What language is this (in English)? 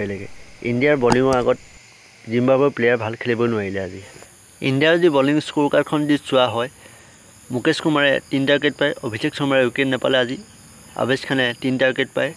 Assamese